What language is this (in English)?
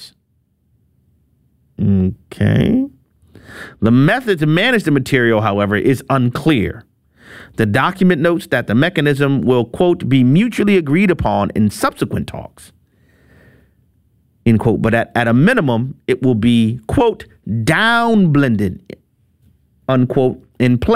English